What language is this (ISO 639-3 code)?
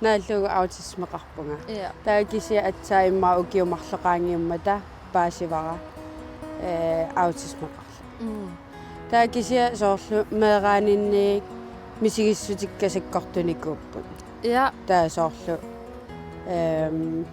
kal